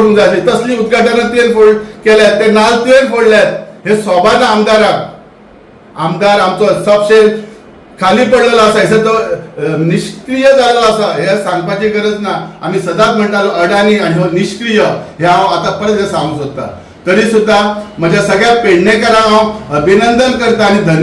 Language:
Konkani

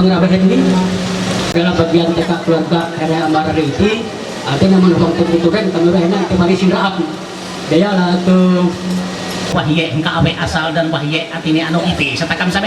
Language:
Ma'anyan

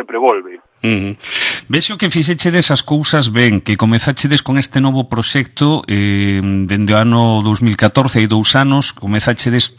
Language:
Galician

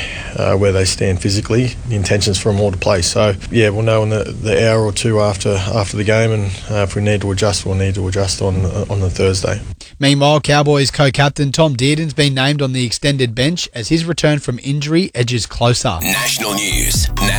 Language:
English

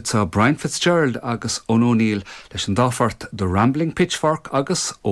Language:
Irish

